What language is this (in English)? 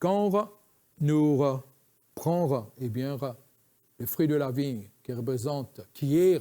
Morisyen